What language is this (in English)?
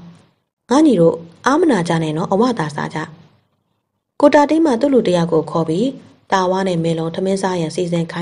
Burmese